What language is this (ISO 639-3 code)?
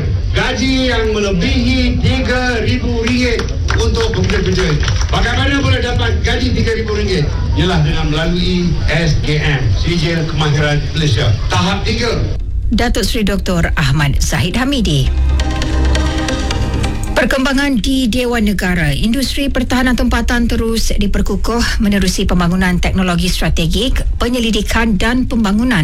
msa